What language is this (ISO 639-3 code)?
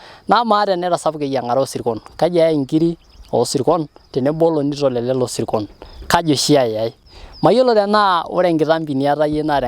mas